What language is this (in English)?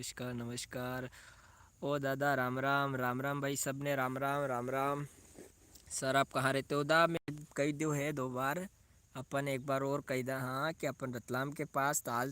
Rajasthani